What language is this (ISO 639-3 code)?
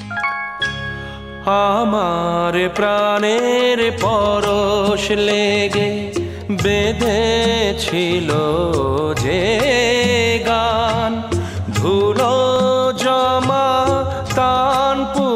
ben